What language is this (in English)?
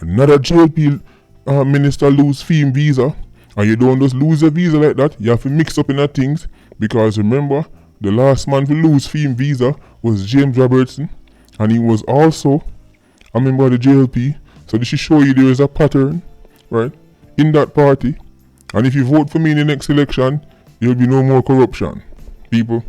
Jamaican Creole English